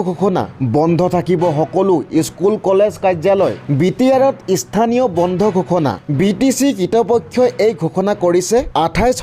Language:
Assamese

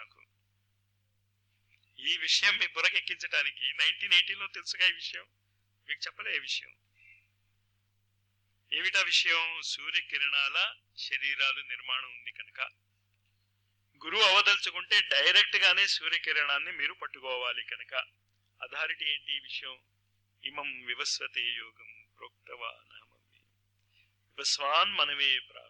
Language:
Telugu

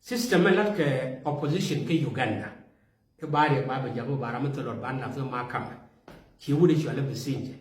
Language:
Nuer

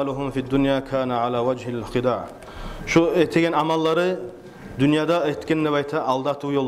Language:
Kumyk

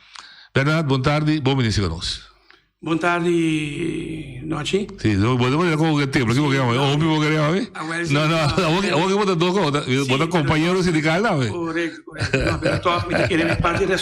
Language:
Papiamento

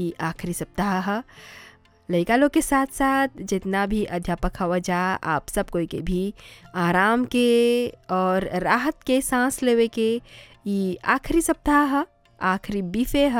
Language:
Bhojpuri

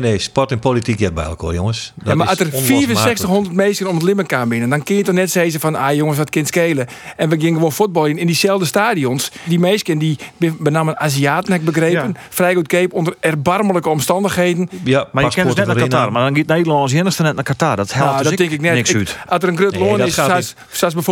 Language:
Western Frisian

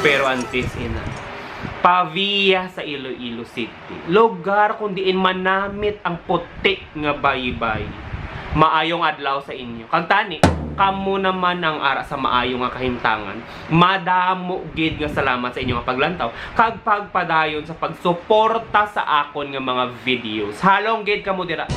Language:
Hiligaynon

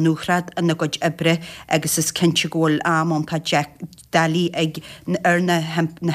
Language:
Irish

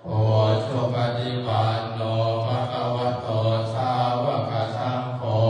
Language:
Pali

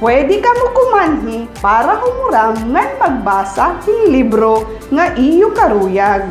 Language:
Waray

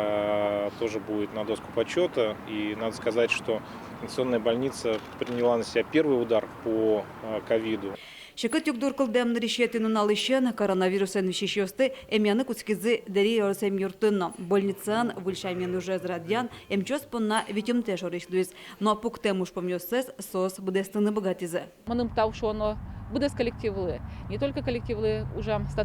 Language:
Udmurt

